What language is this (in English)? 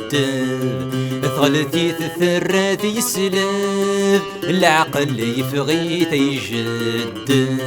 Kabyle